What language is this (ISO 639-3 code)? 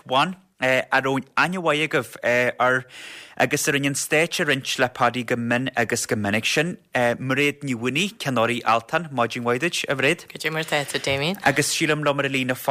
gle